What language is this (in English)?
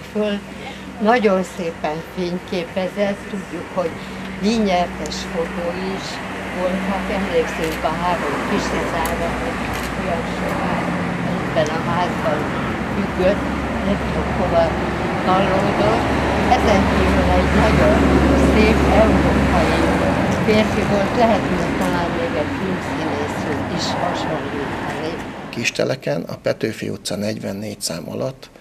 Hungarian